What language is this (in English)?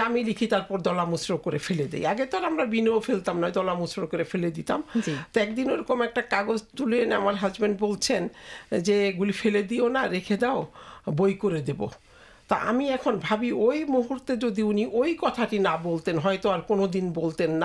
Bangla